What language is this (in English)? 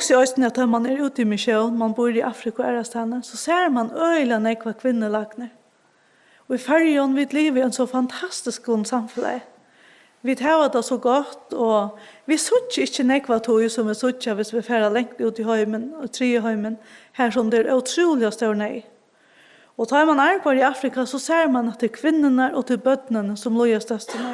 Faroese